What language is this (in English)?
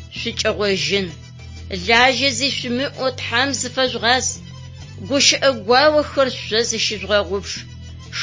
Adyghe